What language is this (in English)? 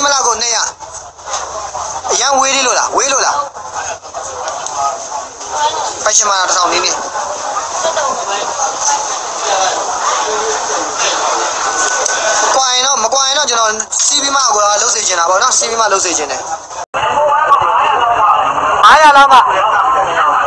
Burmese